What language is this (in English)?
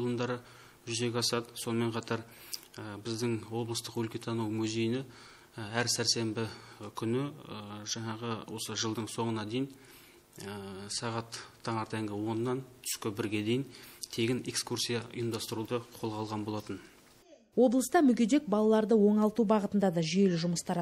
Kazakh